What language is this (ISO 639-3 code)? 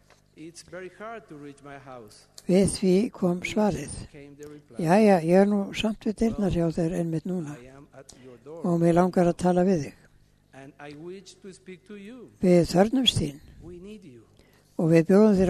isl